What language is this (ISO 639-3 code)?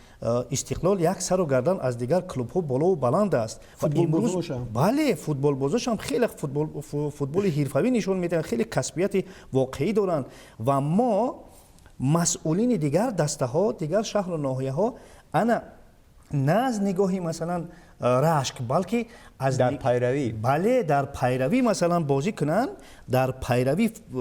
tgk